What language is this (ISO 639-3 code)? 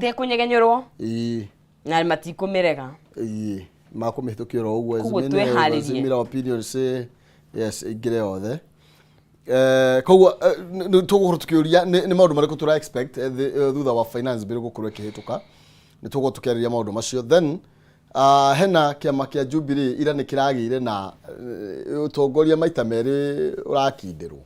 kik